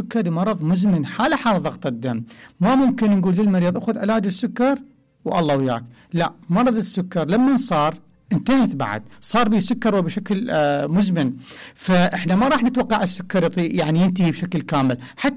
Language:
Mesopotamian Arabic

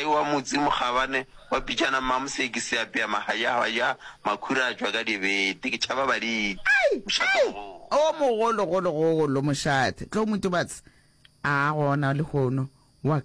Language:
Northern Sotho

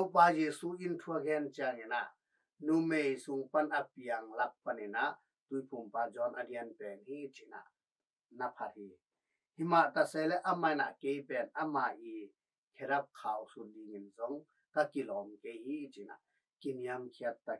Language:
Tedim Chin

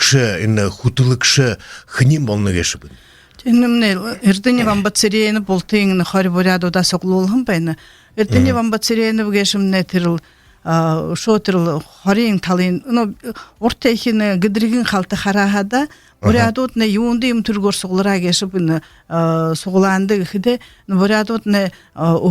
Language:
Buriat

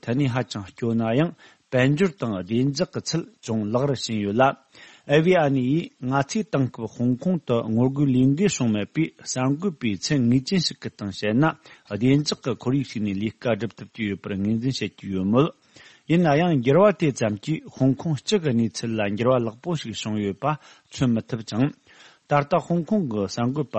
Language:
Tibetan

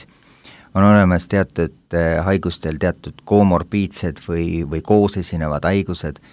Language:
Estonian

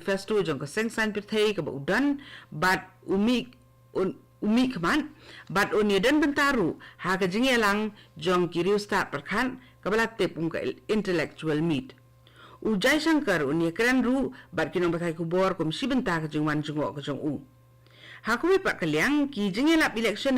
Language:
Khasi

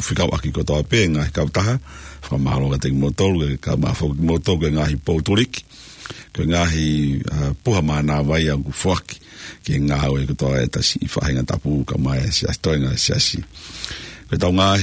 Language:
Tongan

